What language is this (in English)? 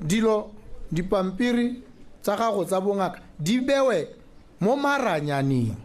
Tswana